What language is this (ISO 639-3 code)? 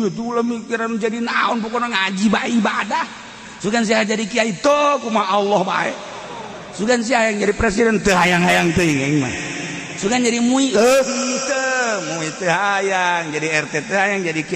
sun